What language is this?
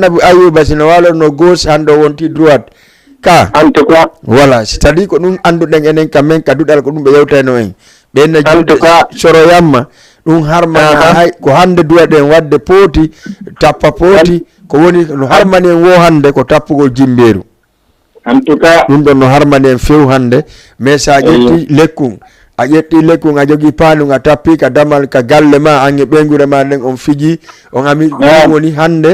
Fula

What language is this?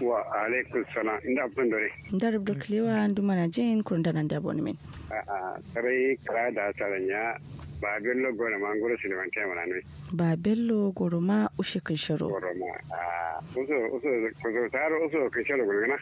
Kanuri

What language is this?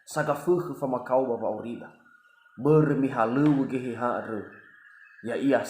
Nias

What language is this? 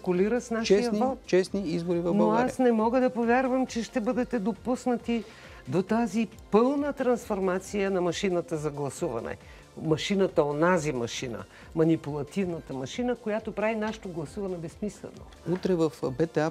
Bulgarian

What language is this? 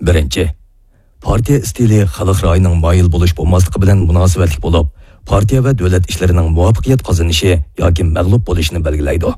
Uyghur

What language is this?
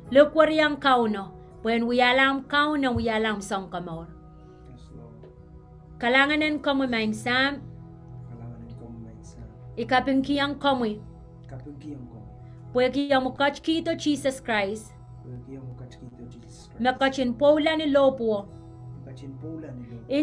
Pohnpeian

